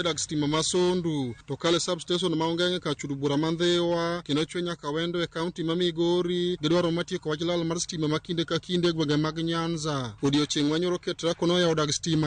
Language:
Luo (Kenya and Tanzania)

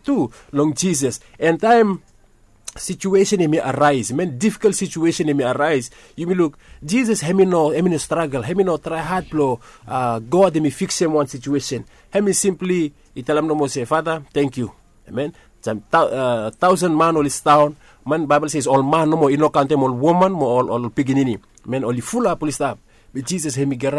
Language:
Bislama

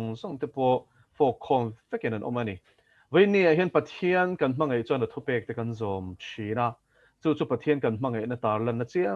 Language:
Mizo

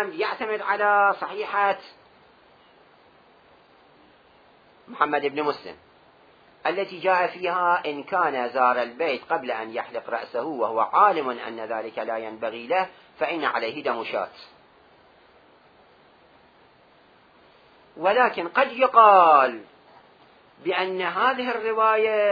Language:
Arabic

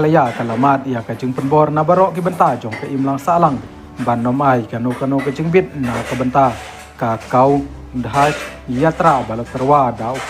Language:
Khasi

